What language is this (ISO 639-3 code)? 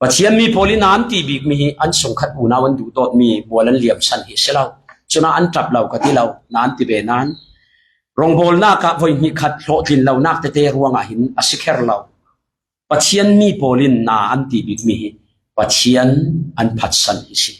cfm